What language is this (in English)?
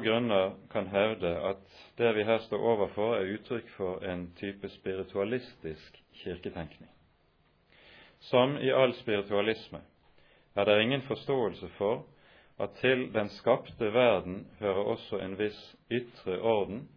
Norwegian